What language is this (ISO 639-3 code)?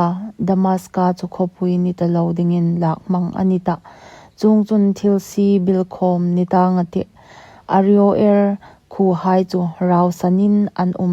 hmr